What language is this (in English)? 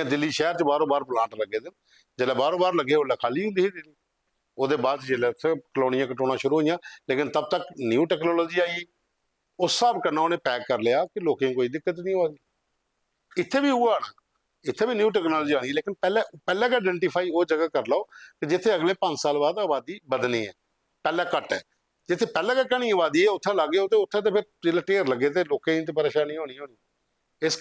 Dogri